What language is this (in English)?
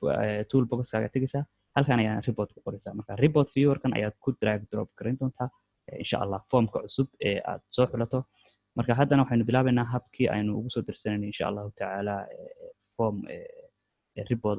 Somali